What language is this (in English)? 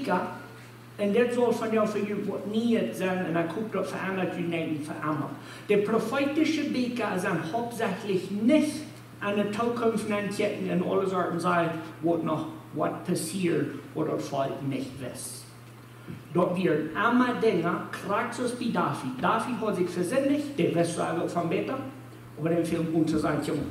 Plautdietsch